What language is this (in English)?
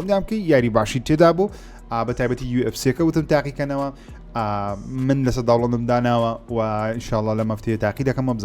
Central Kurdish